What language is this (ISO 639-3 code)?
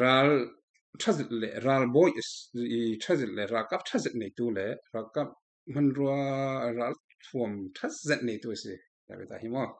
cfm